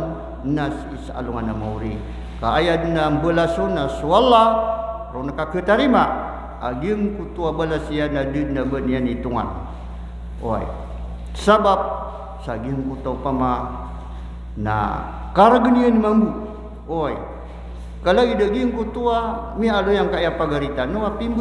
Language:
Maranao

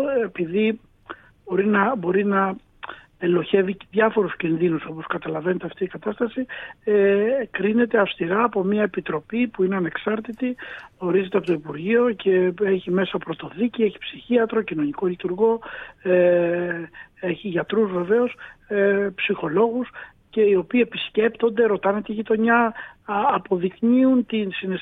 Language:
Greek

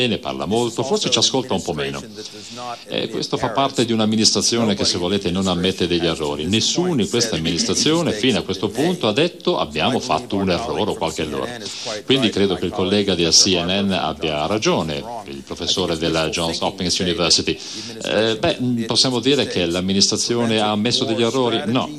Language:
Italian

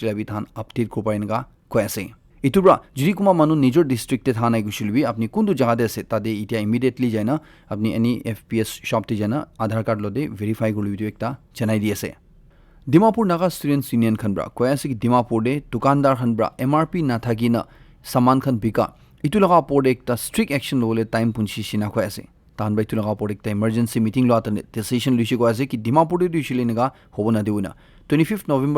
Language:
Naga Pidgin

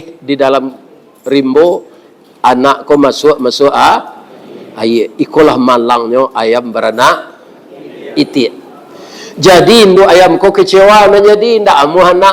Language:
Minangkabau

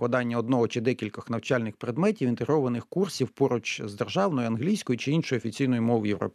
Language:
Ukrainian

